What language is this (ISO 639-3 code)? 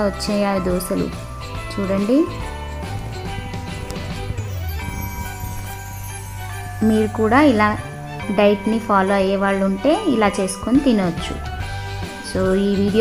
tel